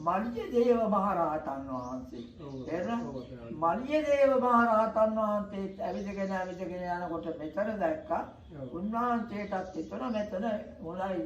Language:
Sinhala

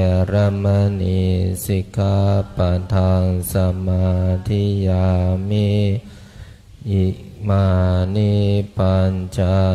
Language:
Pali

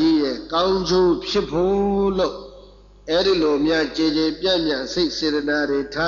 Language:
Burmese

